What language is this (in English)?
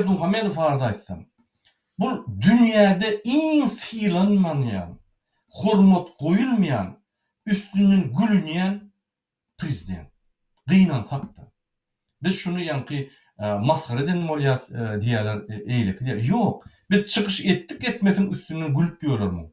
Turkmen